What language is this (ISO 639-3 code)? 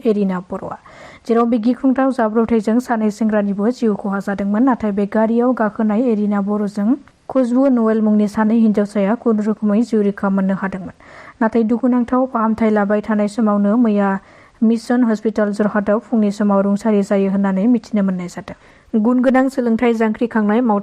brx